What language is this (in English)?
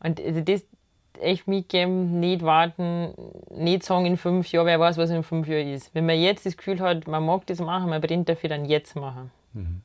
Bavarian